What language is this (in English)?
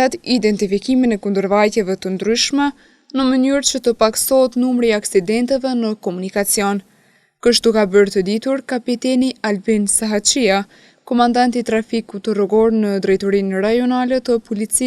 Albanian